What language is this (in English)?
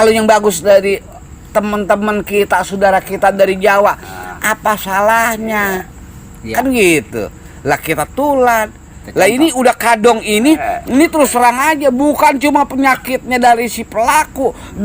Betawi